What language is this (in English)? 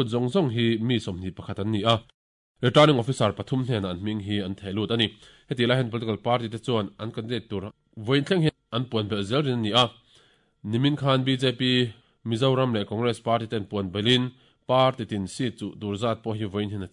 Mizo